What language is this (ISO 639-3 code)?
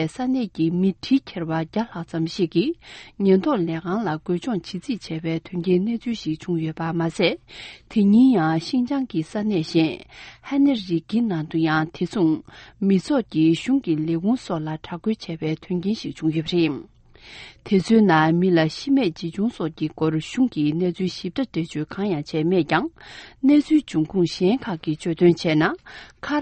bod